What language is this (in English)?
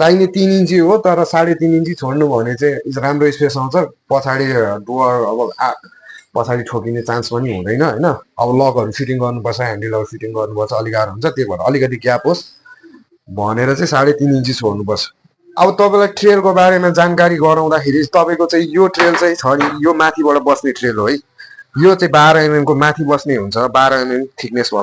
Nepali